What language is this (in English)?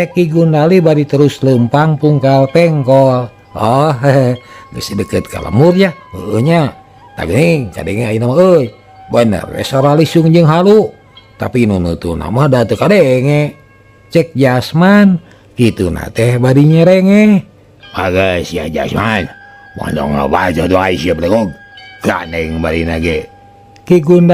Sundanese